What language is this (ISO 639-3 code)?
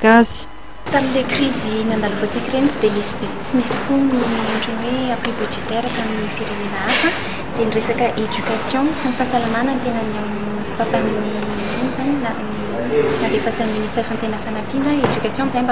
mlg